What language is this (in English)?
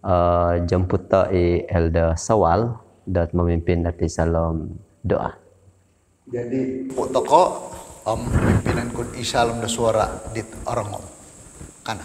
Central Dusun